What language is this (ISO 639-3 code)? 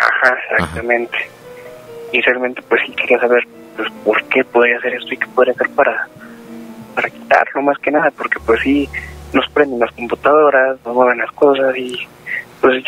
spa